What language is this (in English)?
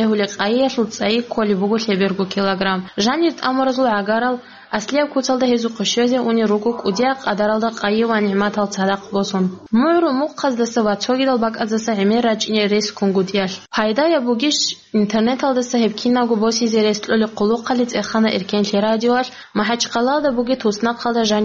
Avaric